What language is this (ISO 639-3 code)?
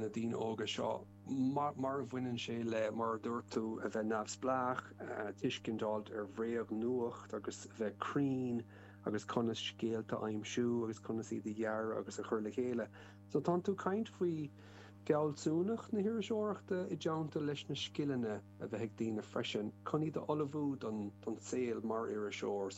gle